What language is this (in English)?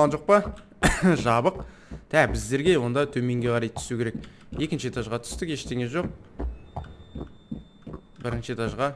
Kazakh